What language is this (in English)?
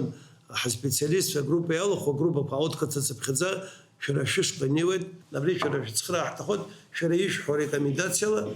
Abkhazian